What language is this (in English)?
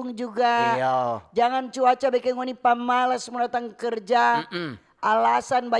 Manado Malay